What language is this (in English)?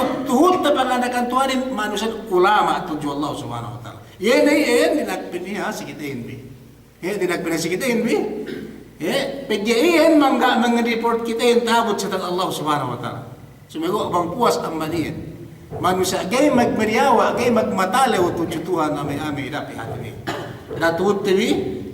Yakan